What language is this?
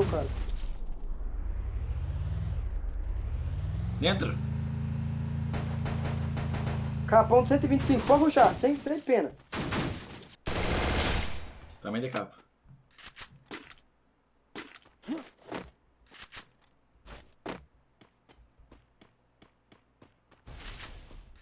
Portuguese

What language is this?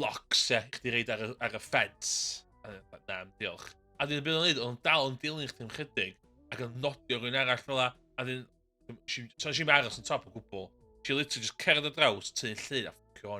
Welsh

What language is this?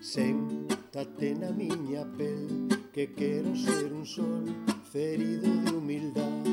Galician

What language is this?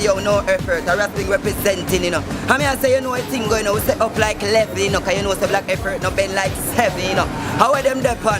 Jamaican Creole English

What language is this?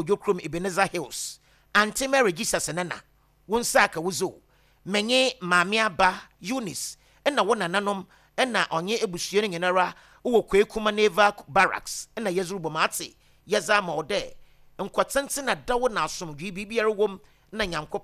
Akan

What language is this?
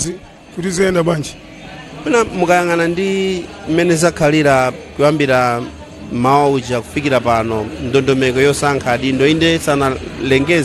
Nyanja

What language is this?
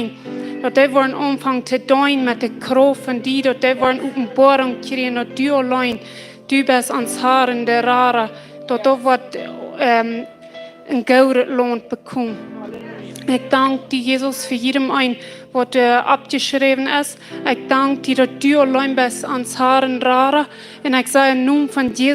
Plautdietsch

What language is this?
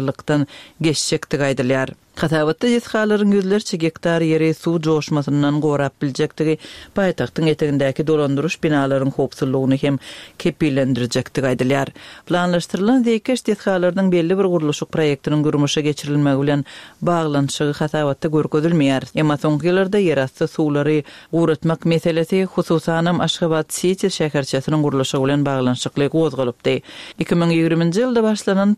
Turkmen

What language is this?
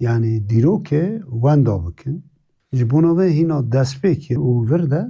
Kurdish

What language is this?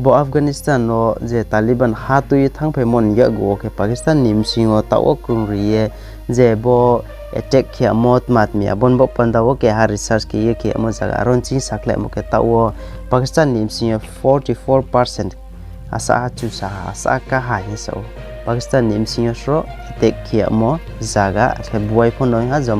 Riang (India)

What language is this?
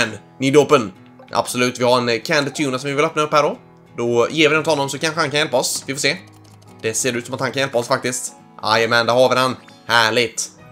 Swedish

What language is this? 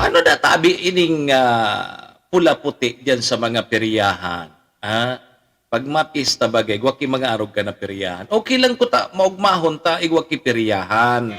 Bikol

